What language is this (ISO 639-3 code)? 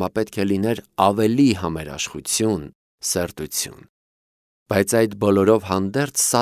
hye